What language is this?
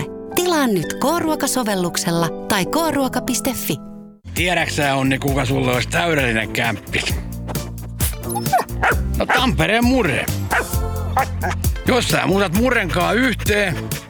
Finnish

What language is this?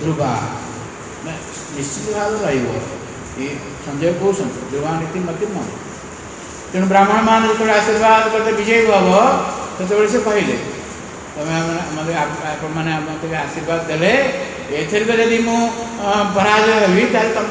Odia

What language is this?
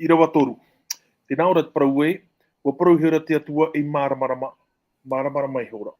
Tahitian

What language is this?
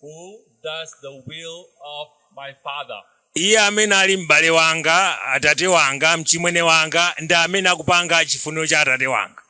Nyanja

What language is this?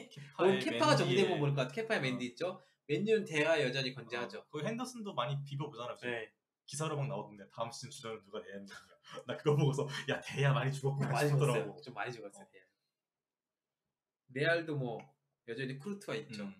Korean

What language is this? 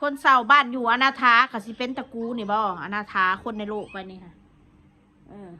Northeastern Thai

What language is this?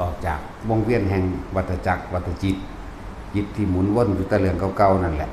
Lao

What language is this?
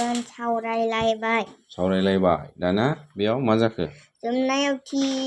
Bodo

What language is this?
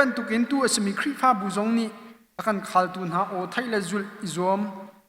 Hakha Chin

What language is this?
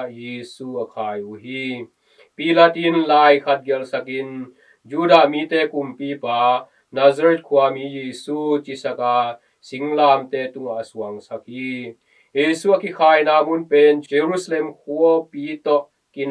Tedim Chin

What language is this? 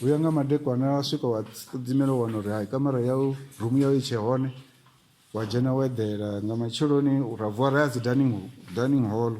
Venda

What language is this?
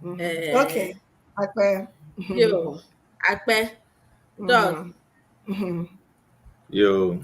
Ewe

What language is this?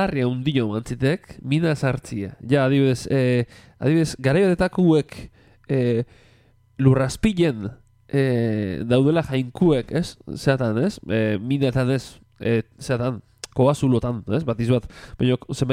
Basque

